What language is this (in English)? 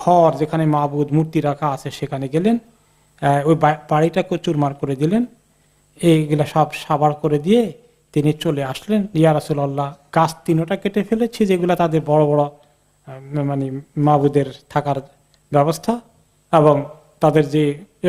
Bangla